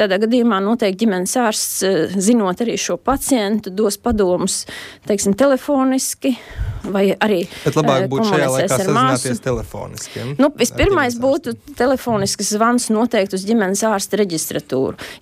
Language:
Latvian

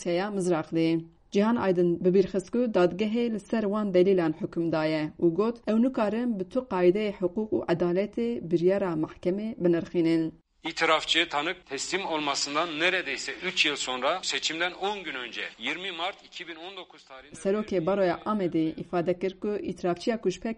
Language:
Kurdish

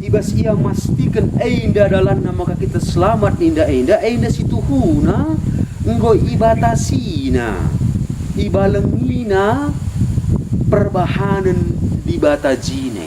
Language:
Batak Karo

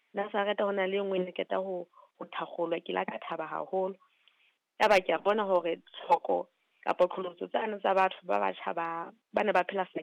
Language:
Southern Sotho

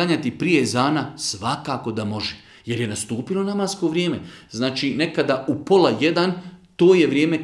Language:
Bosnian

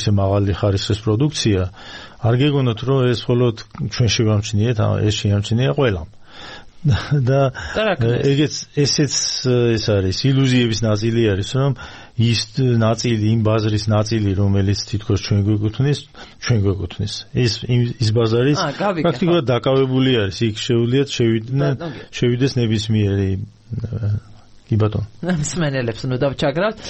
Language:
Georgian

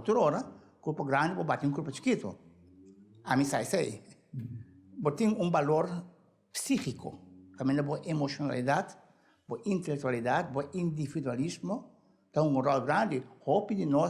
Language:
Papiamento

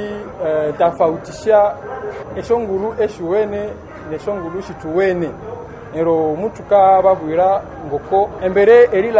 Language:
Nande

